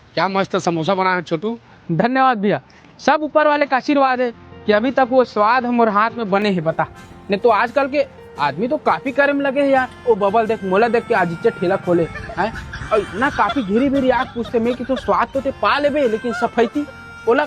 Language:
Chhattisgarhi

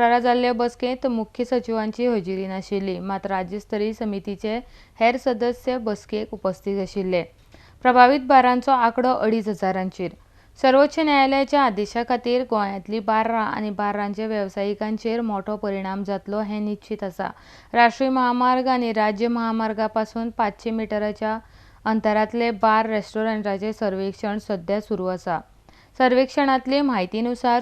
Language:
Konkani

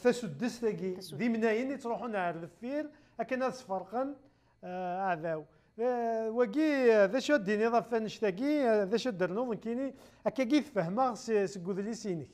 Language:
Kabyle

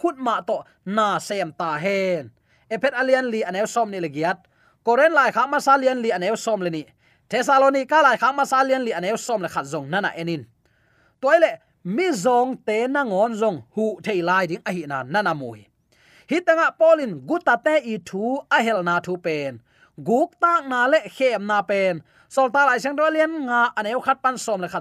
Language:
Tedim Chin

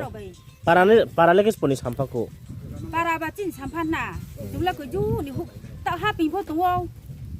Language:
Riang (India)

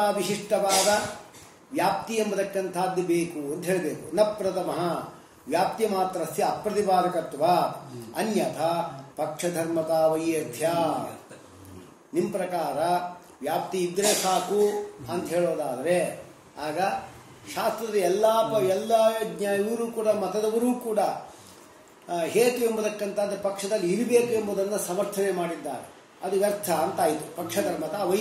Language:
Kannada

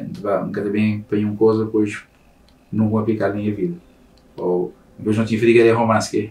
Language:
Kabuverdianu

